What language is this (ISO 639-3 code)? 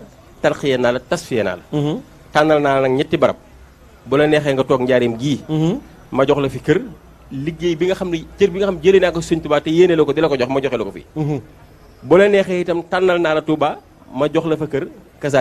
wol